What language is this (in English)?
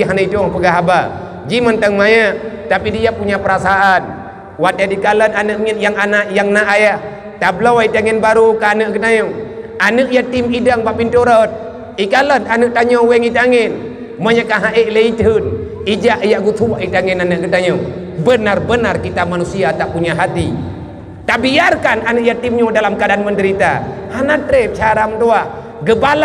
Achinese